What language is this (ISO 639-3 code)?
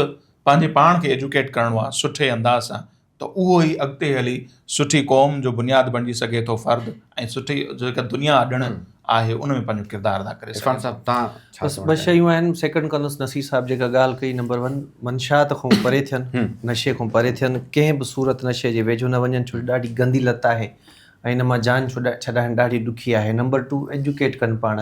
snd